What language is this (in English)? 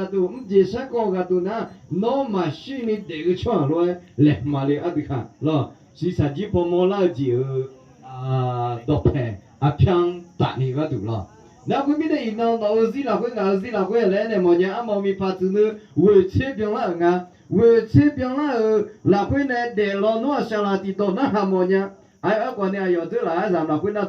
Akha